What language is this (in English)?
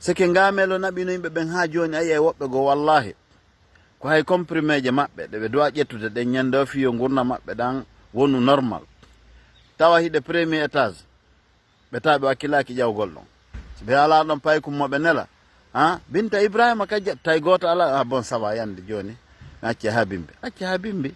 Fula